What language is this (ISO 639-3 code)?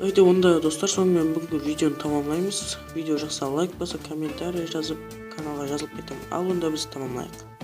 kaa